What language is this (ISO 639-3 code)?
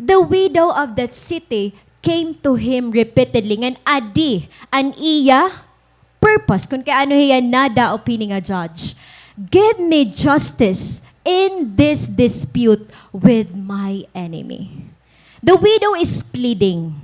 war